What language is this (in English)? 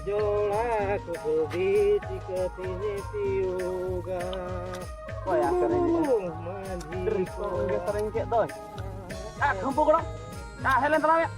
Santali